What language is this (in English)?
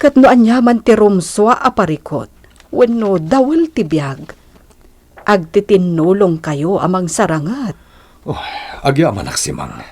Iloko